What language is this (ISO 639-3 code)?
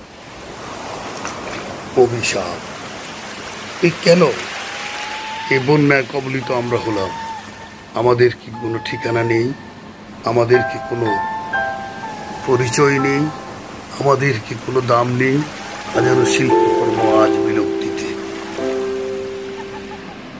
ben